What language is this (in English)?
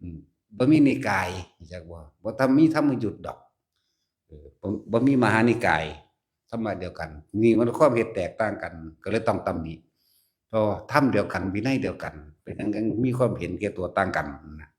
Northeastern Thai